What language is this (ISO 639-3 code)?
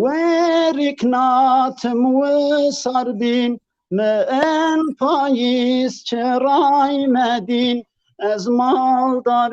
zza